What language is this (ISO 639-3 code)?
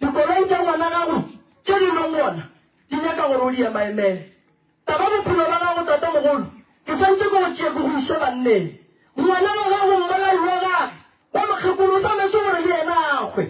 nso